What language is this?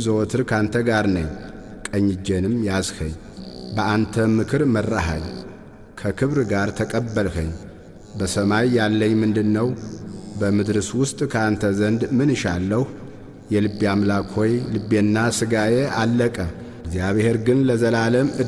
Amharic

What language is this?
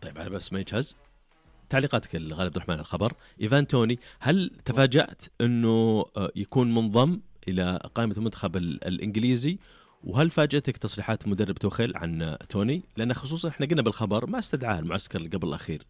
Najdi Arabic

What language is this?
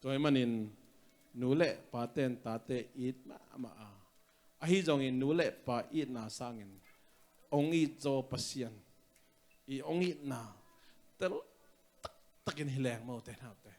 Tedim Chin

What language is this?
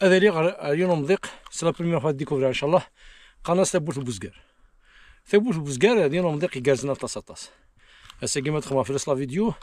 Kabyle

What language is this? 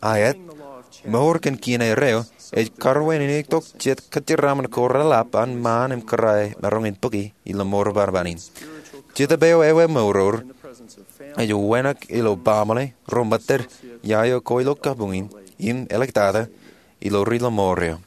Marshallese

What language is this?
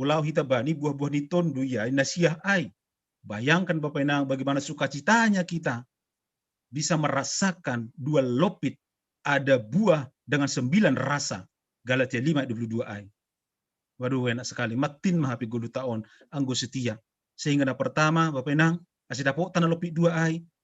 Batak Simalungun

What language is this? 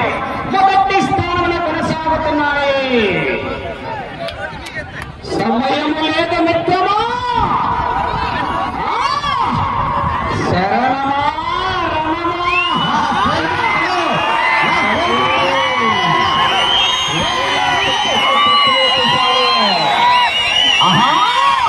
Telugu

